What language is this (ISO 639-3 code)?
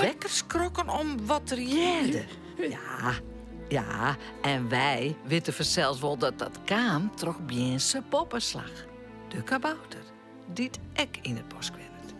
fry